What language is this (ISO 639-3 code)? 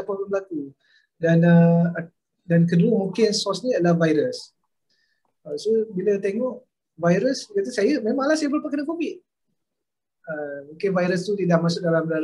msa